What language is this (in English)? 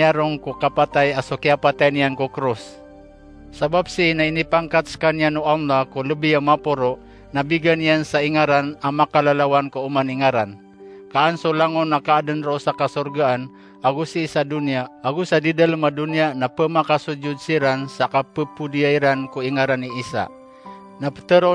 Maranao